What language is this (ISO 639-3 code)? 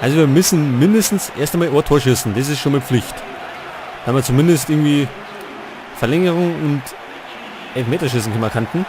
bar